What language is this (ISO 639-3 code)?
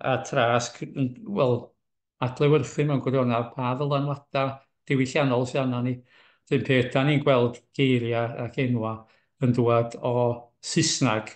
cym